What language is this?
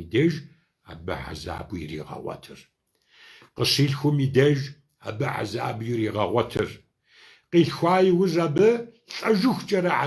Kabardian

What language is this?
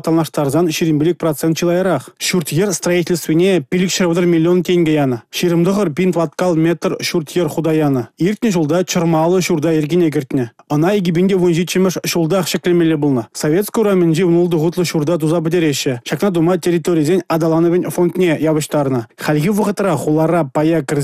Chuvash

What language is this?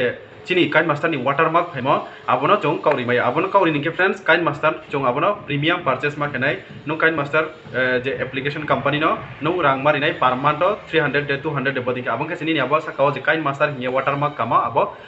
Riang (India)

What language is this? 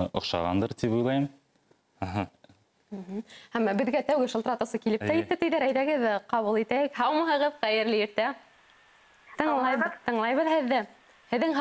Bashkir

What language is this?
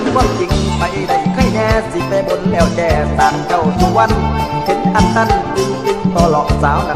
Thai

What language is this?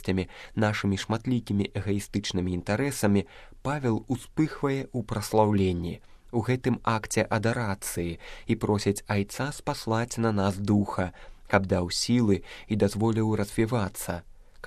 Belarusian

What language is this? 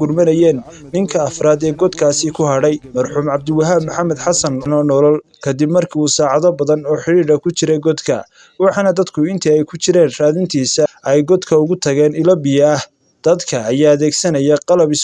Somali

